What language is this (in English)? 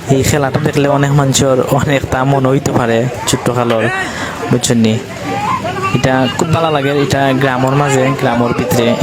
Sylheti